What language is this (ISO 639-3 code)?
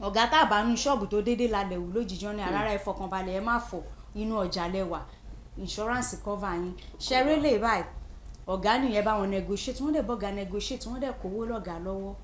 yor